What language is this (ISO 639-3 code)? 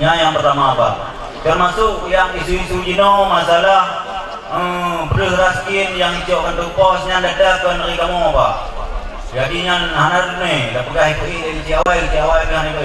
ace